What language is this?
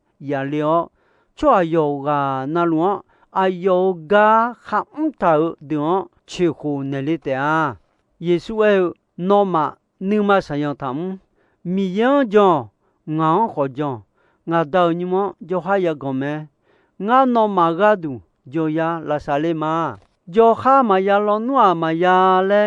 Akha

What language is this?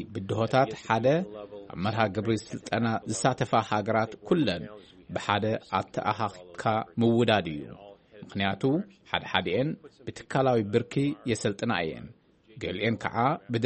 Tigrinya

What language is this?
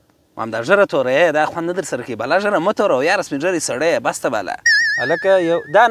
Pashto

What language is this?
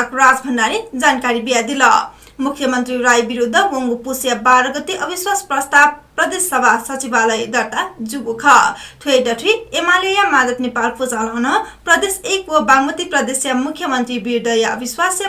Newari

